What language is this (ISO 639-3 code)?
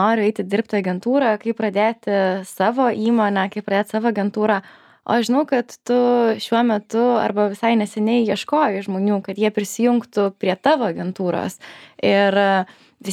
lit